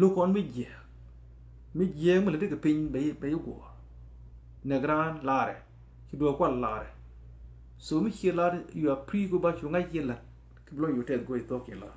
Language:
Nuer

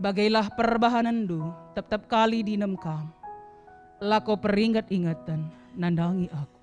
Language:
Batak Karo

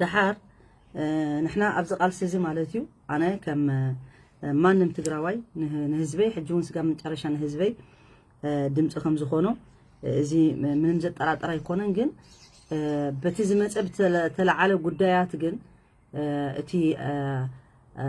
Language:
Tigrinya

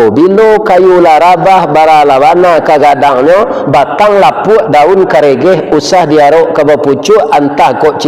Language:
Minangkabau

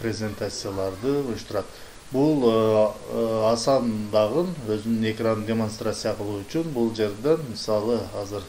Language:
Kyrgyz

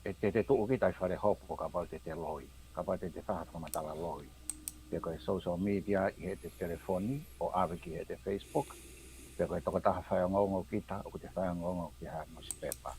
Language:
Tongan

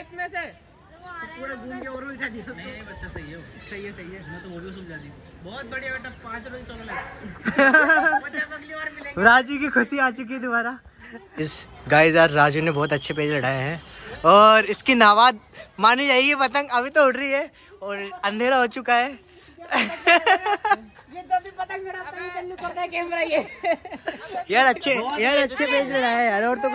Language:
Hindi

